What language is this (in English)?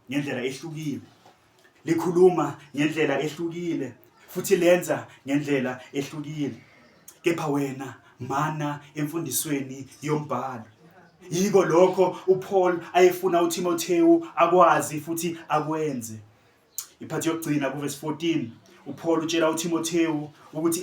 Zulu